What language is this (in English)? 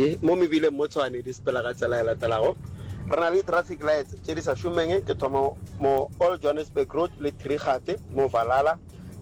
Northern Sotho